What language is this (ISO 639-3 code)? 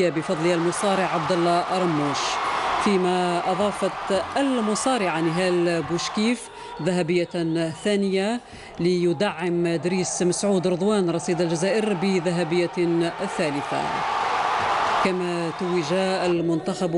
ara